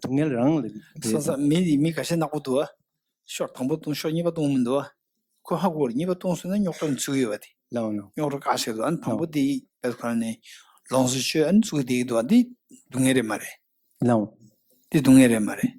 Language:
Tibetan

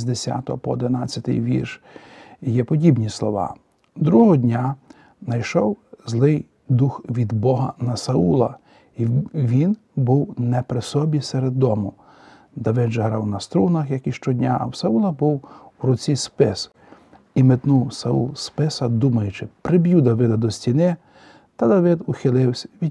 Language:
Ukrainian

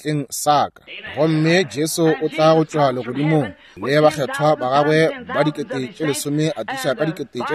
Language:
Northern Sotho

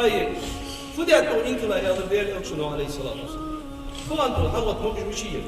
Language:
Ingush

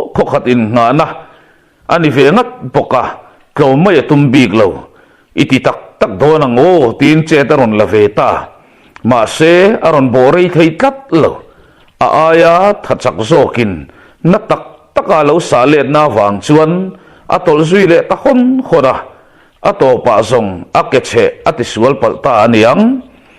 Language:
Mizo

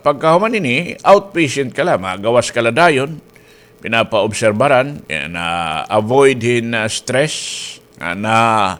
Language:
Waray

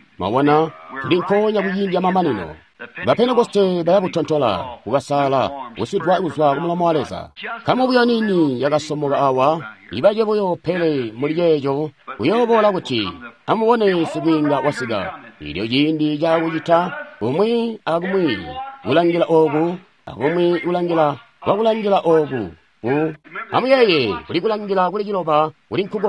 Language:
Tonga (Zambia)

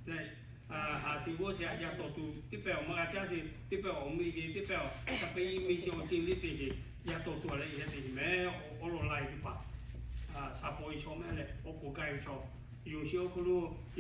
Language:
Lahu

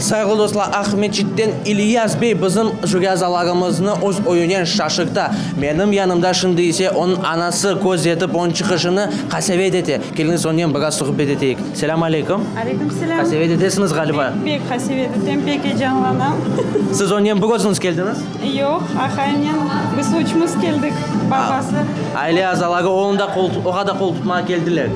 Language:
Crimean Tatar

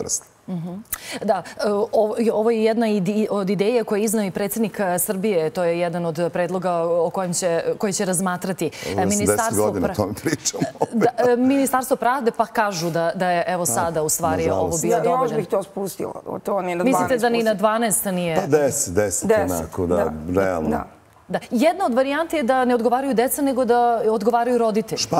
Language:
Serbian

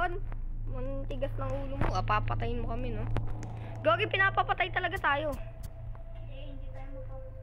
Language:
Filipino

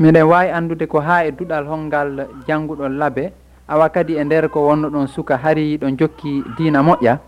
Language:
Fula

